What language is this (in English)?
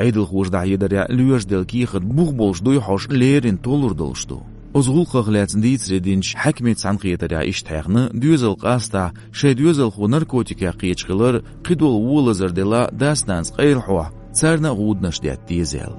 Chechen